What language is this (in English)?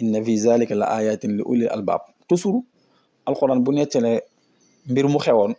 Wolof